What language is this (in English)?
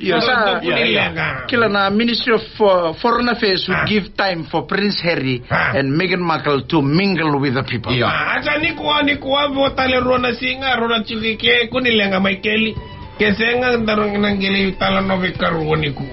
Fijian